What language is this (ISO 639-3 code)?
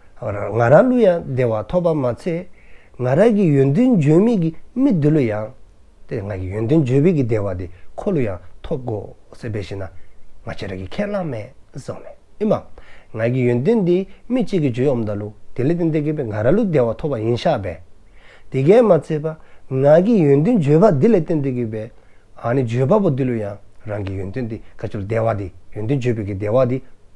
dzo